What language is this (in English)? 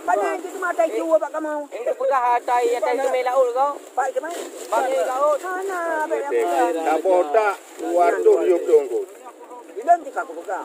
Achinese